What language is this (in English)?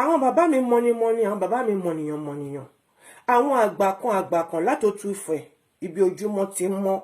Yoruba